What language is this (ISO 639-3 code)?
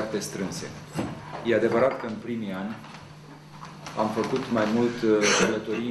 ron